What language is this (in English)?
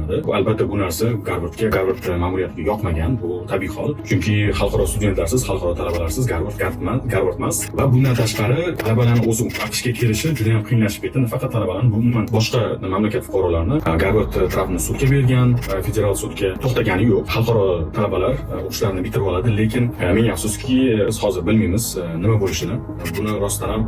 Uzbek